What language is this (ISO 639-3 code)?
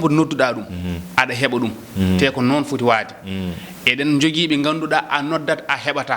ful